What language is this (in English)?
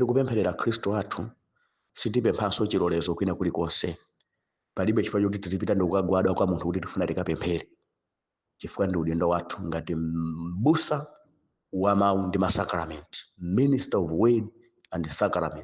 Nyanja